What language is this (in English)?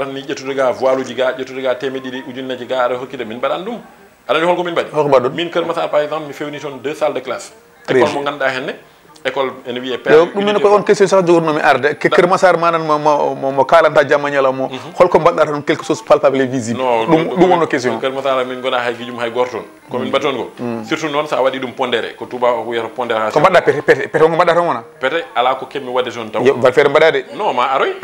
Fula